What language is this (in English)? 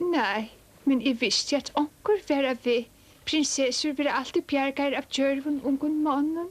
Faroese